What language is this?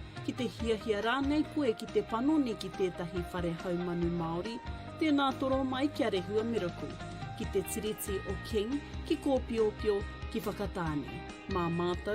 Māori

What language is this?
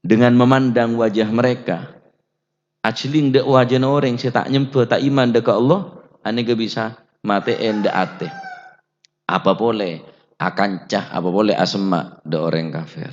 Madurese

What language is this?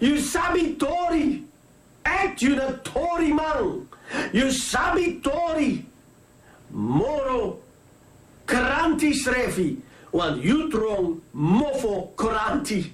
Sranan Tongo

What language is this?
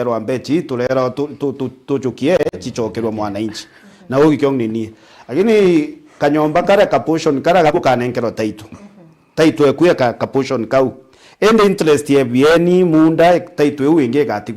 Meru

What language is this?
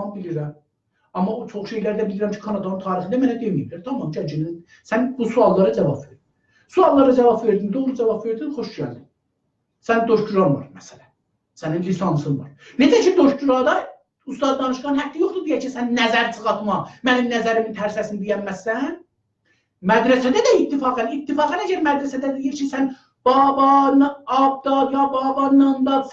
South Azerbaijani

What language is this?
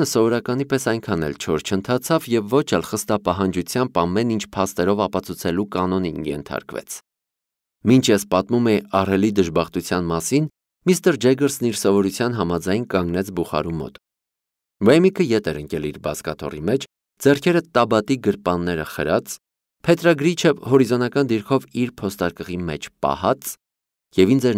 Armenian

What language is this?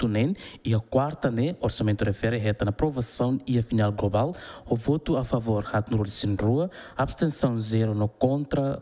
Tetum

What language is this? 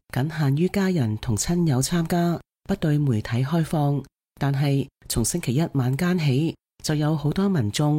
Cantonese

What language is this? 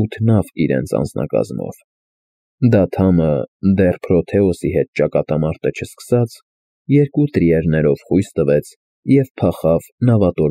Armenian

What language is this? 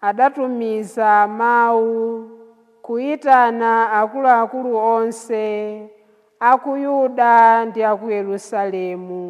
Nyanja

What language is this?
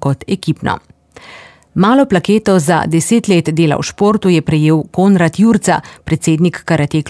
Slovenian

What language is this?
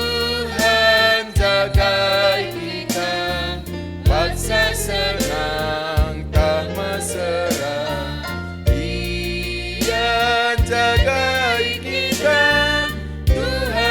Batak Karo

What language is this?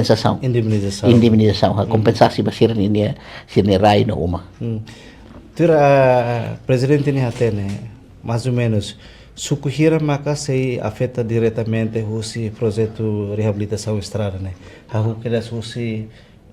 Tetum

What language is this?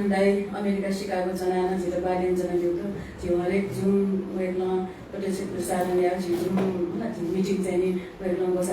Newari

